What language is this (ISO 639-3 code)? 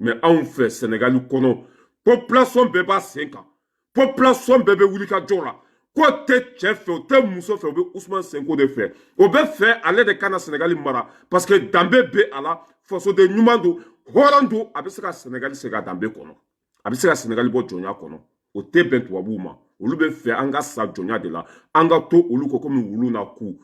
bam